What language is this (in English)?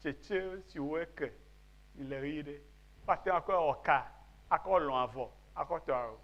Ewe